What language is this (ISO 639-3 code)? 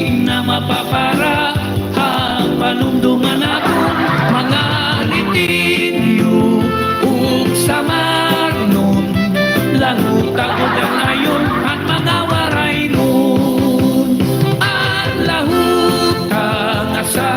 war